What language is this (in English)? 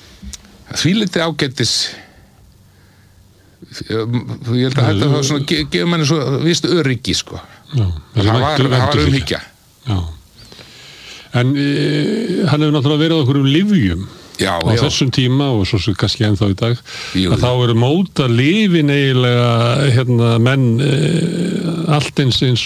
Icelandic